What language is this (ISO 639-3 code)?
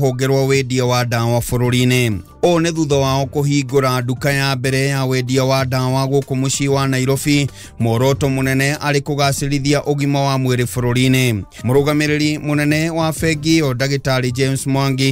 kik